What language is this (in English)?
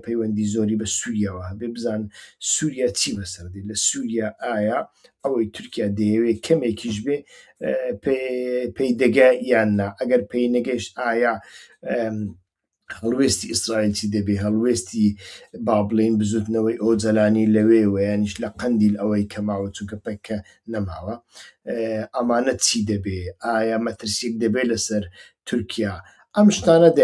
Central Kurdish